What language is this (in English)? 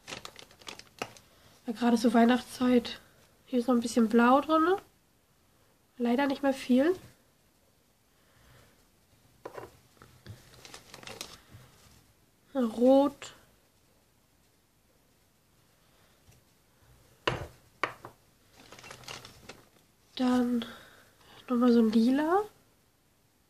German